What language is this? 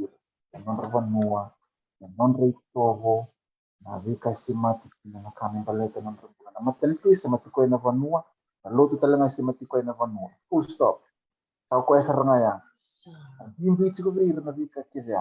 Fijian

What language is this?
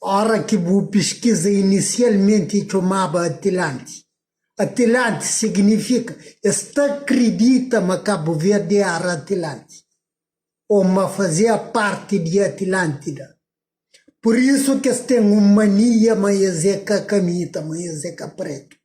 Kabuverdianu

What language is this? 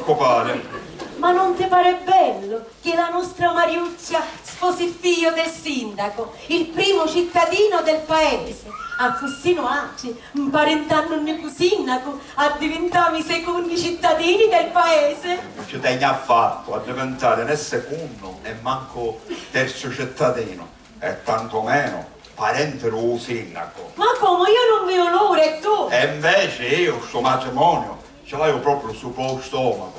Sicilian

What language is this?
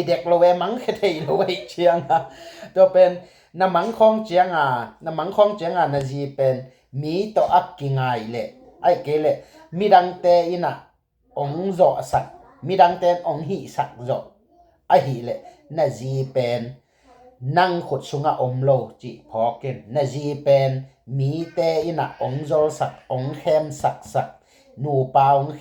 Tedim Chin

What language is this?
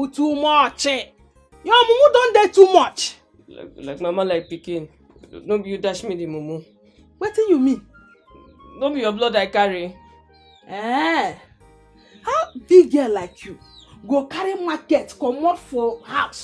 Nigerian Pidgin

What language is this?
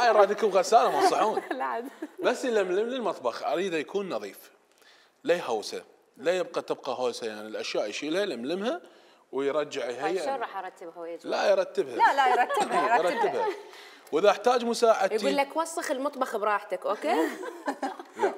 Mesopotamian Arabic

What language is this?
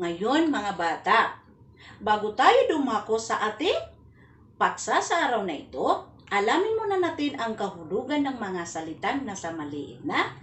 Maranao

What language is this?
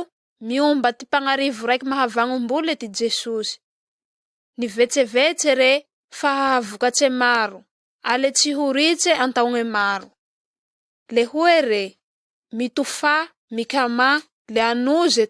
Malagasy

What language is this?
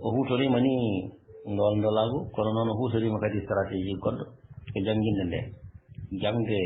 Fula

